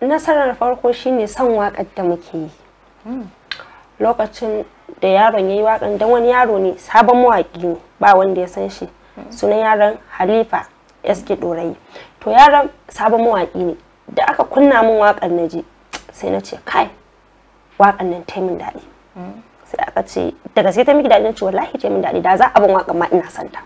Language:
Hausa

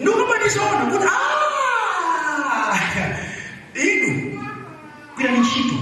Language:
Nyanja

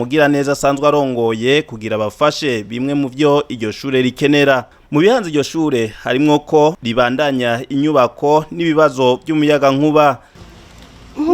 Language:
Rundi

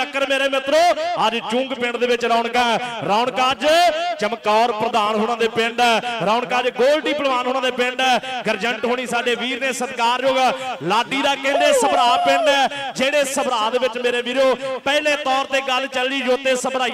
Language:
Punjabi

